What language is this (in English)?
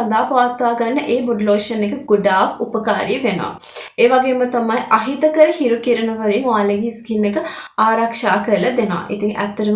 Sinhala